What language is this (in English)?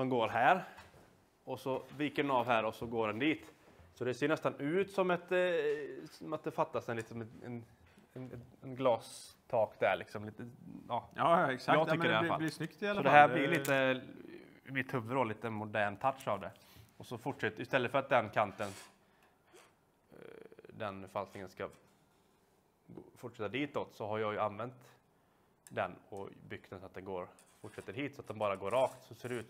Swedish